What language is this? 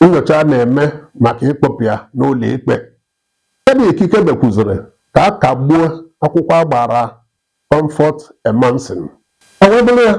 Igbo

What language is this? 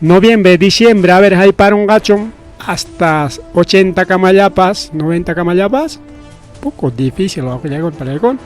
Ayacucho Quechua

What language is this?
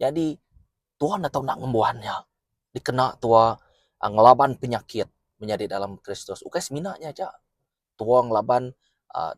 Iban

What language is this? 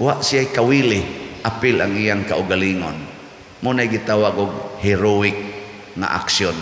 Cebuano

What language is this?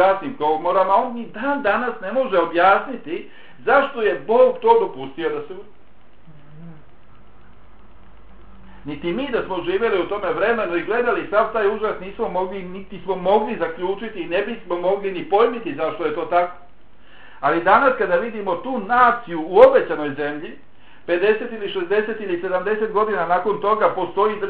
Bosnian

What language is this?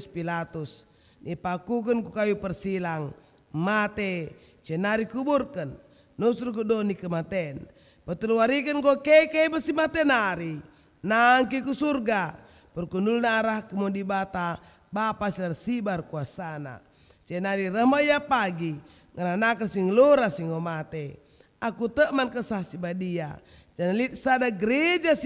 Batak Karo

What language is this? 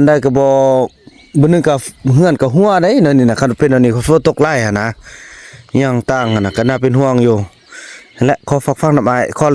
Northeastern Thai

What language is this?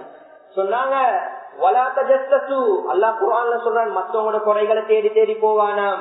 Tamil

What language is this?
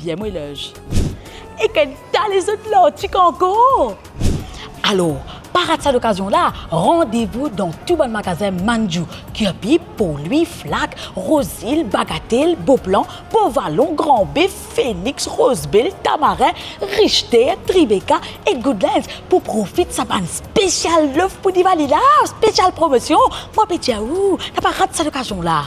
Morisyen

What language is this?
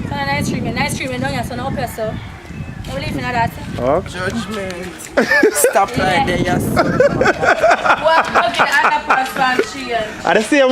Jamaican Creole English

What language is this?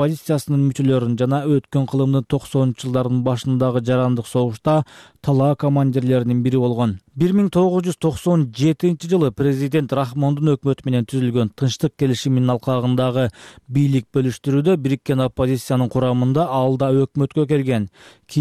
Kyrgyz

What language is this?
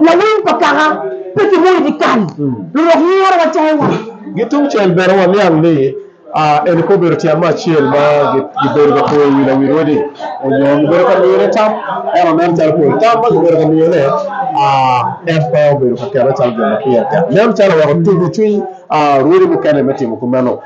Acoli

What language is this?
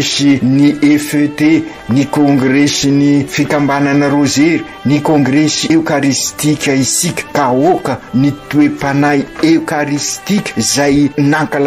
Malagasy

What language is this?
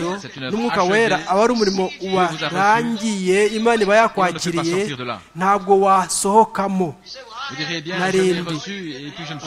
Kinyarwanda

